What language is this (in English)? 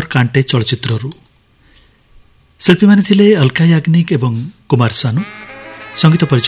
Odia